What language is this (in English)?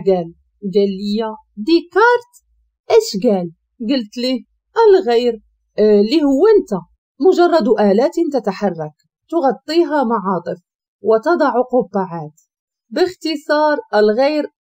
Moroccan Arabic